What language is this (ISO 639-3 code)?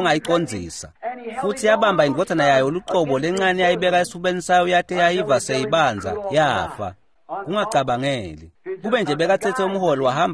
ssw